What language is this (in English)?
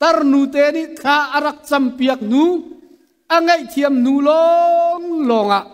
Hakha Chin